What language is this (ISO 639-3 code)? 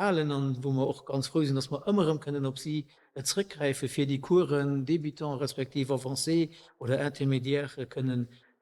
ltz